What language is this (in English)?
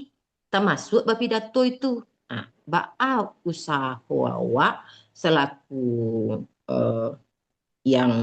Minangkabau